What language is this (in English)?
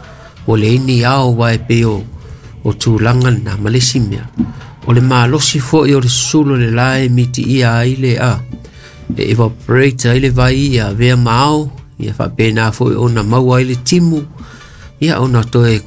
Samoan